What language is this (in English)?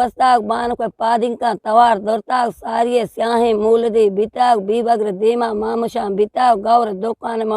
Baluchi